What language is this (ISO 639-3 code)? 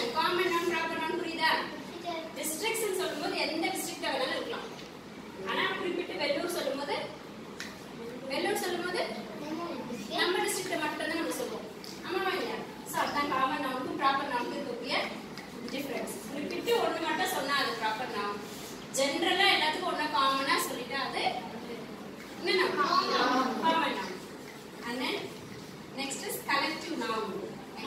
tam